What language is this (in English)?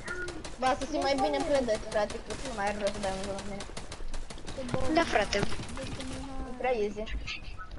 Romanian